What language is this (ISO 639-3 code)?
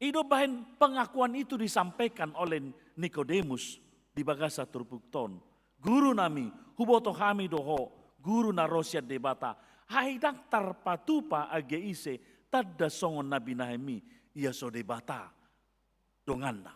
bbc